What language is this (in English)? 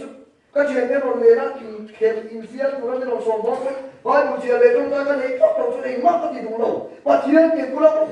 Mizo